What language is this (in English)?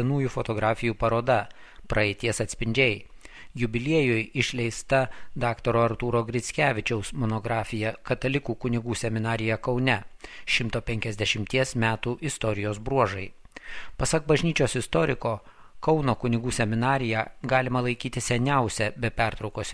Lithuanian